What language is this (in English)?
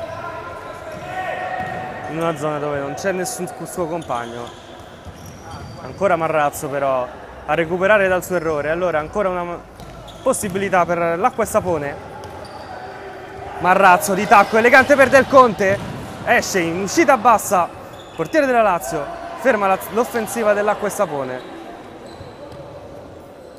Italian